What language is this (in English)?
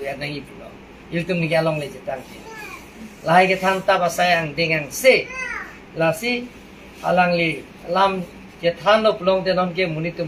Karbi